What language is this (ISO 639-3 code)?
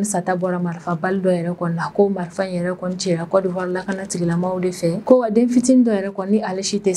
bam